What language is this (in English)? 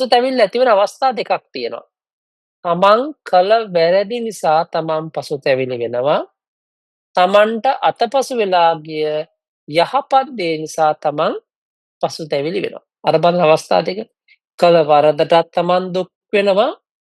Sinhala